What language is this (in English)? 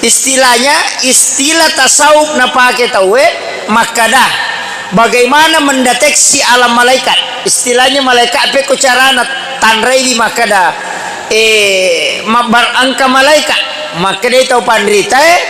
Buginese